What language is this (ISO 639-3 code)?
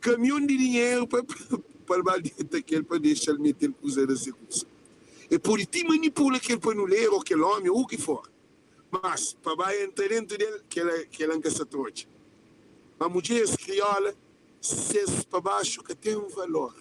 kea